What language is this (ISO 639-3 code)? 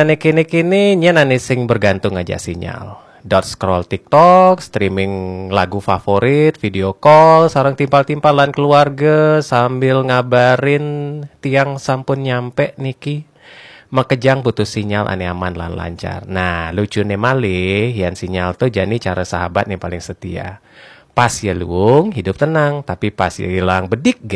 ban